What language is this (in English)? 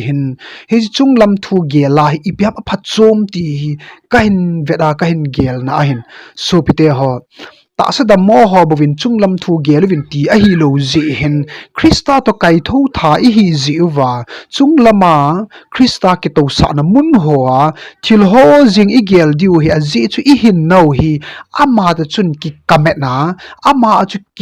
Thado Chin